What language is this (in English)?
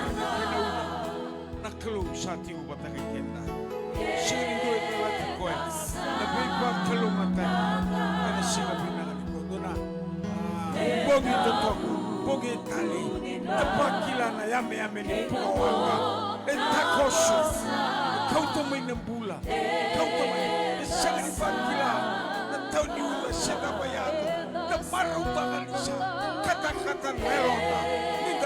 Fijian